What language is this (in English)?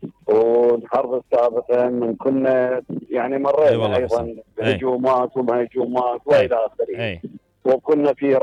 Mesopotamian Arabic